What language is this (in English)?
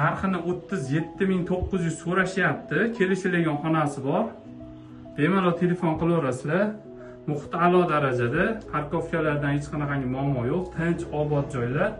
Uzbek